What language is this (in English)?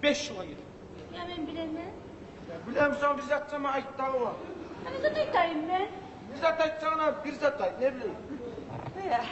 Kumyk